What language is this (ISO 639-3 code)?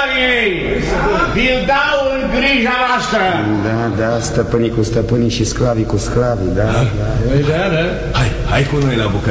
ron